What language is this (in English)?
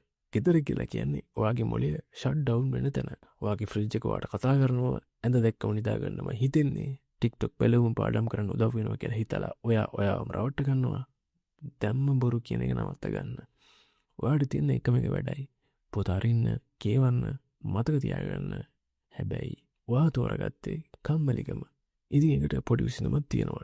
Sinhala